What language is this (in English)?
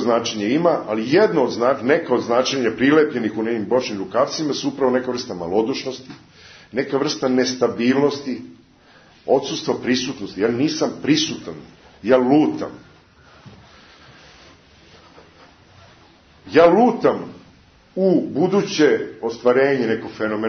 Serbian